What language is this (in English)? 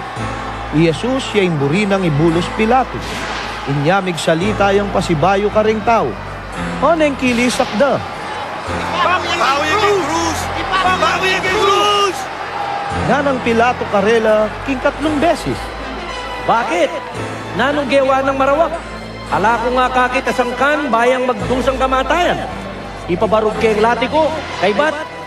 Pampanga